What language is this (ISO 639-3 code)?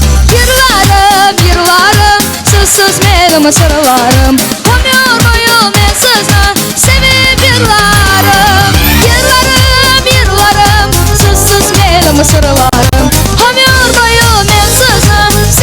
crh